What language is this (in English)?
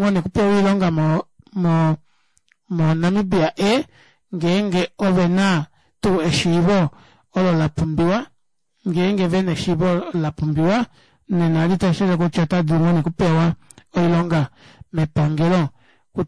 Kuanyama